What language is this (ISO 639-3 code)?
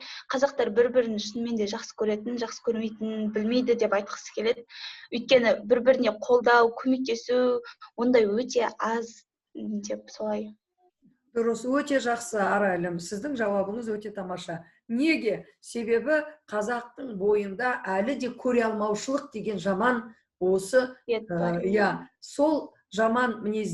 kaz